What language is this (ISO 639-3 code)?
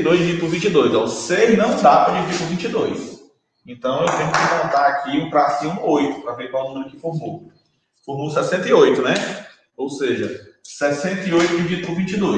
por